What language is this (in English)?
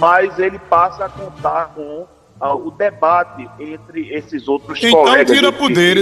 Portuguese